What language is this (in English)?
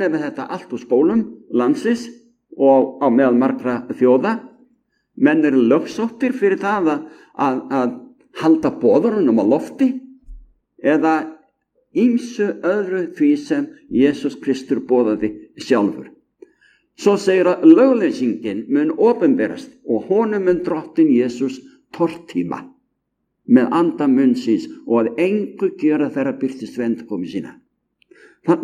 Icelandic